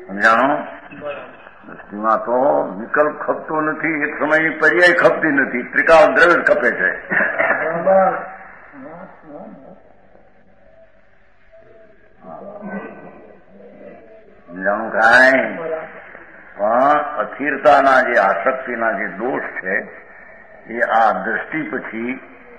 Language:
Gujarati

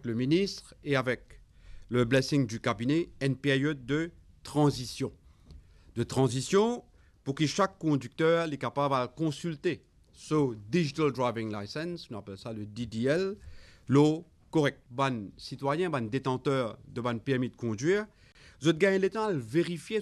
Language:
Morisyen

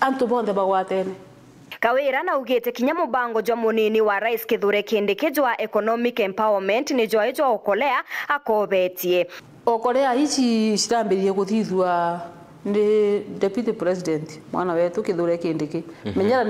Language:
Meru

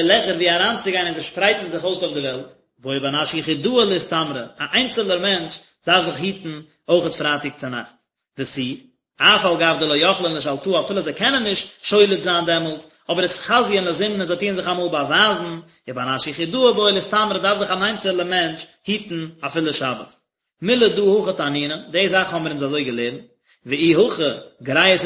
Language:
Yiddish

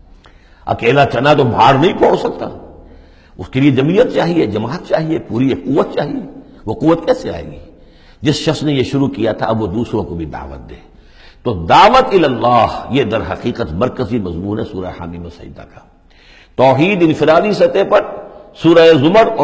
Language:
Urdu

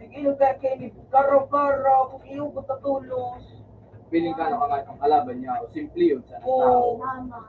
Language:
Bikol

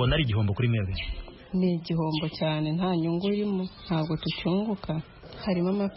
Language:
Kinyarwanda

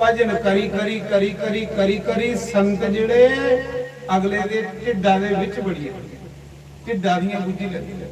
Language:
Dogri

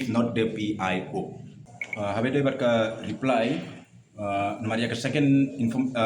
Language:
Khasi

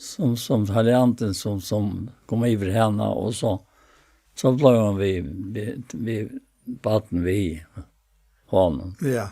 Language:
Faroese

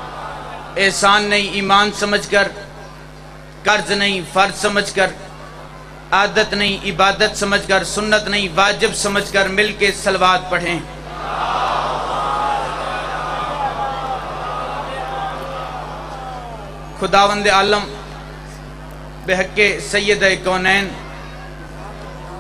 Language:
Urdu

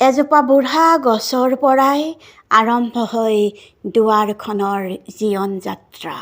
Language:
Assamese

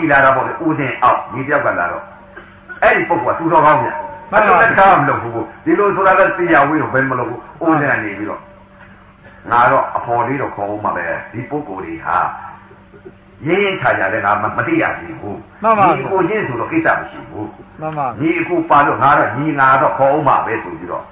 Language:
Burmese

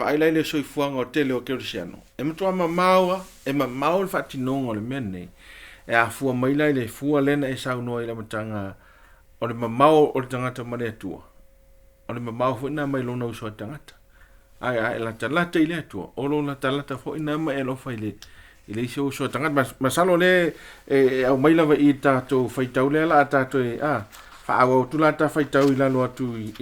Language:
Samoan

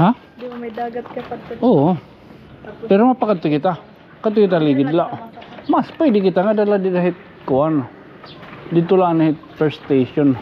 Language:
Waray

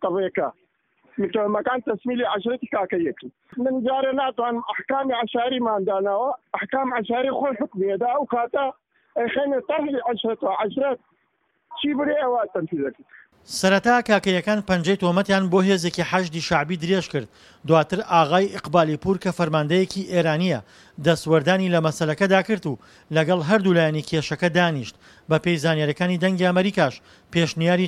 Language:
Central Kurdish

